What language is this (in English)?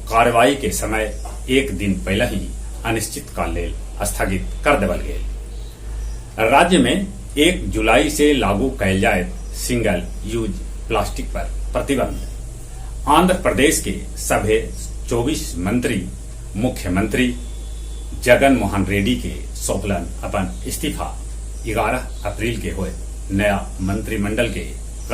Magahi